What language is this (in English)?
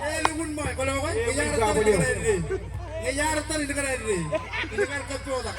Marshallese